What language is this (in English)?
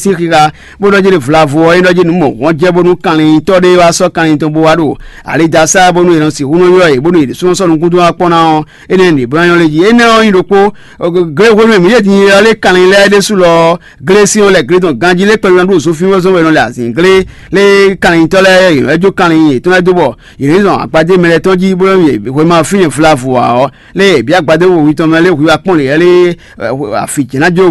Fon